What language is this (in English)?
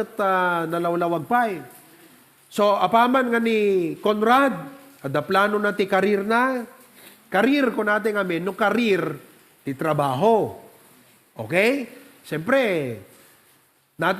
Iloko